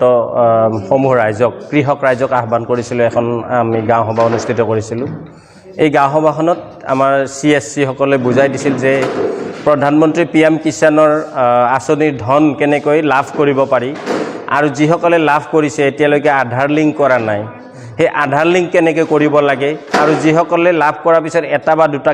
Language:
Assamese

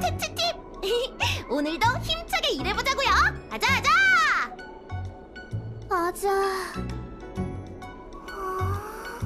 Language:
Korean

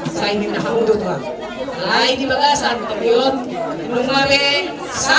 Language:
Batak Toba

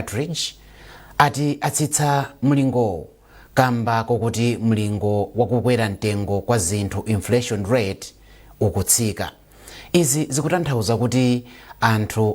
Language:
Nyanja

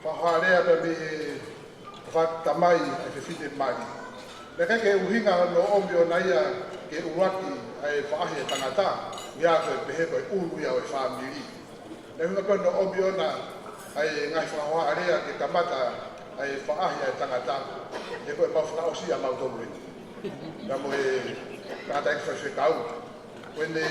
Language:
Tongan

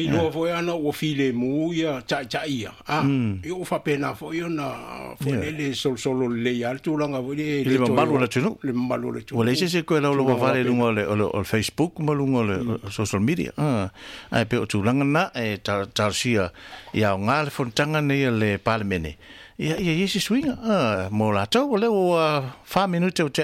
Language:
Samoan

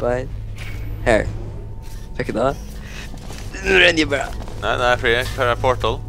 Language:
Faroese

